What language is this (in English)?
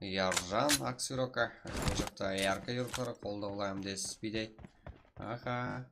Kara-Kalpak